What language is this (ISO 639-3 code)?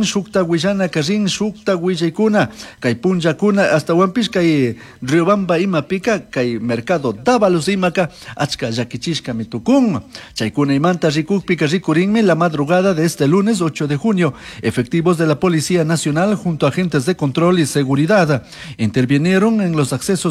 qug